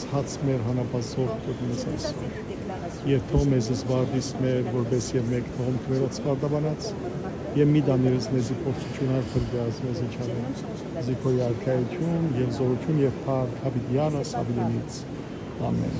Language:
Western Armenian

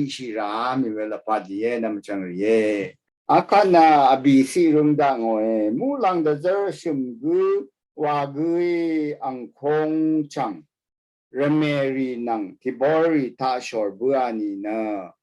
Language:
Rawang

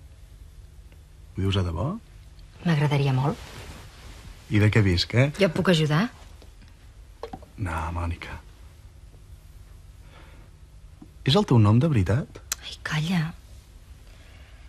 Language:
Catalan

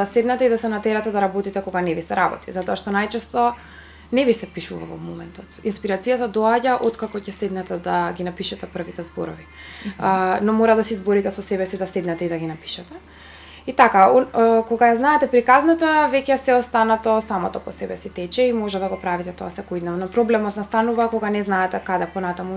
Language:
Macedonian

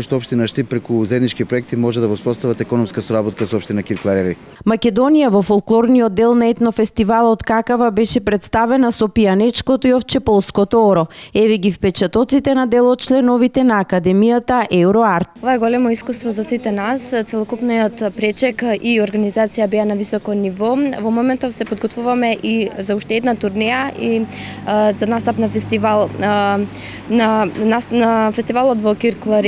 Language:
Macedonian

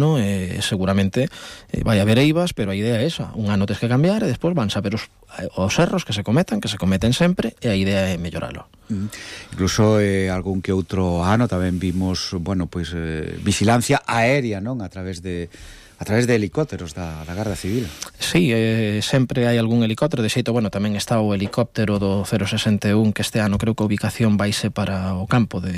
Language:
Galician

